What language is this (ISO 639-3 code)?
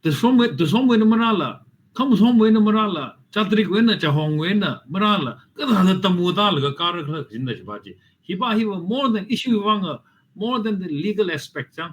nmf